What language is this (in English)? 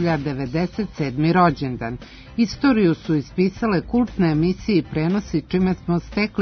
Serbian